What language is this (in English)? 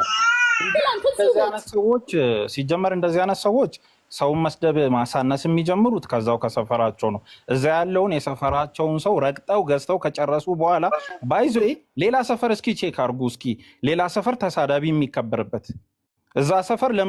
Amharic